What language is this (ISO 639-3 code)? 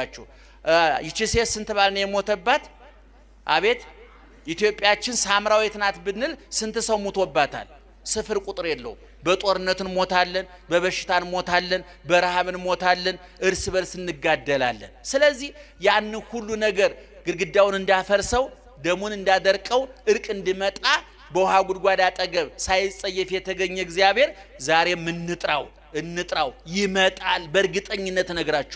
amh